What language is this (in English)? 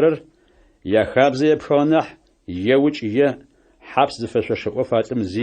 Adyghe